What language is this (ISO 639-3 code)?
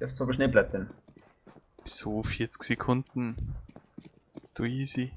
bar